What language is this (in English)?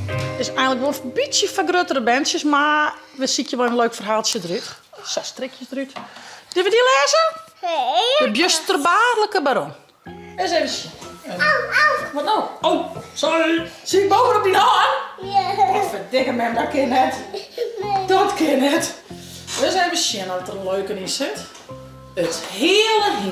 Western Frisian